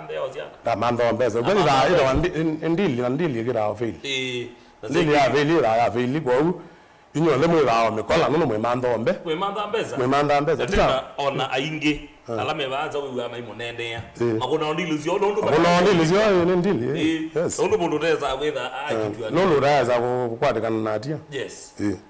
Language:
Kamba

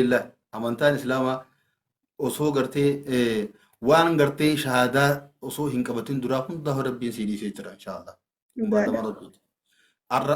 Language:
Oromo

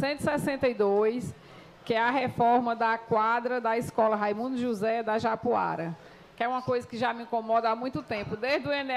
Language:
Portuguese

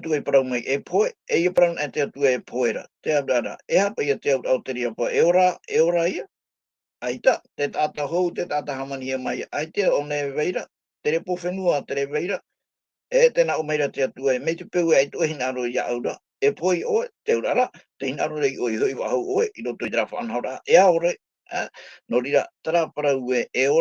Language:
Tahitian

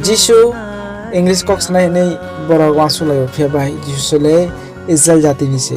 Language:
Kok Borok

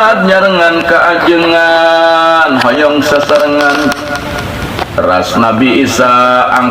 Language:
Sundanese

